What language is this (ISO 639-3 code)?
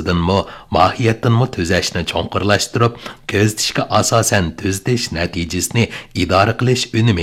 uig